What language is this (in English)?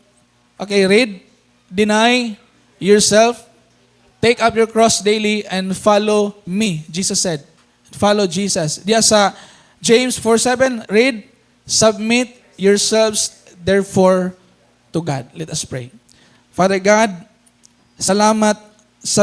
Cebuano